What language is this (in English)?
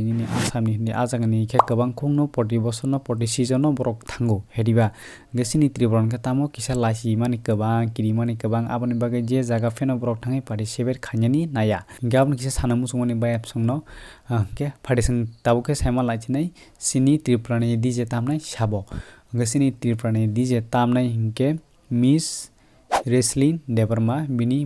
Kok Borok